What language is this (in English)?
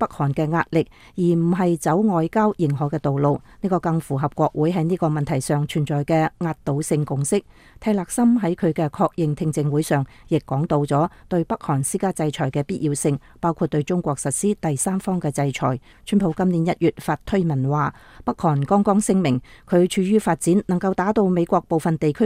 Cantonese